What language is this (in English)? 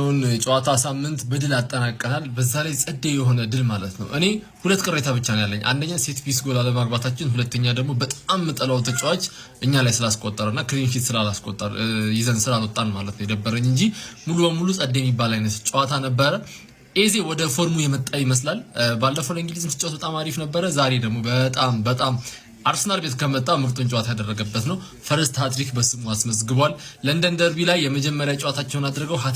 Amharic